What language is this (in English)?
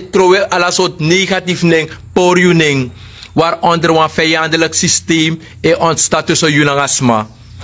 Sranan Tongo